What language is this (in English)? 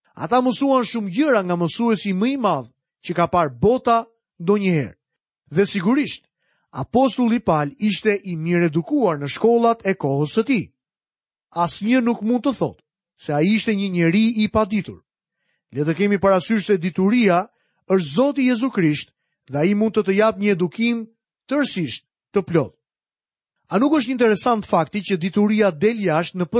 Albanian